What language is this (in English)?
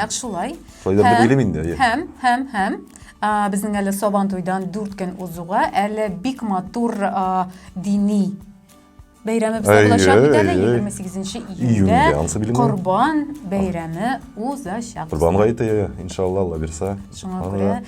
Tatar